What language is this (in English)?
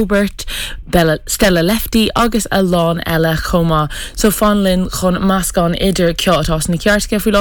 Irish